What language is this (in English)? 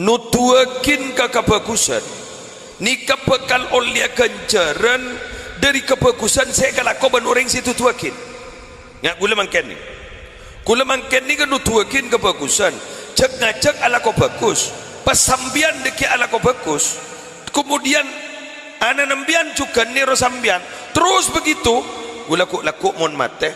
Madurese